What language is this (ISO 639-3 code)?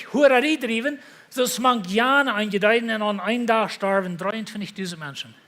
pdt